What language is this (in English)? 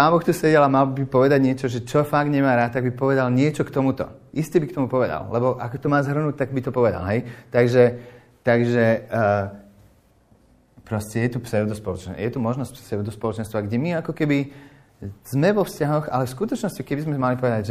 Slovak